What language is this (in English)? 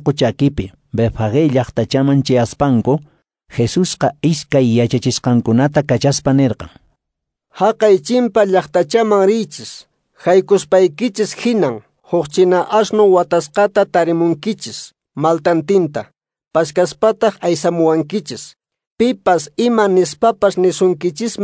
Quechua